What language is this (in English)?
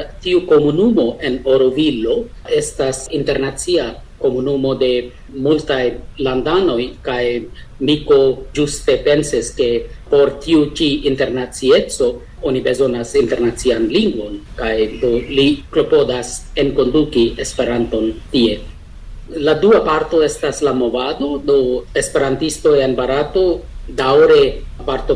Esperanto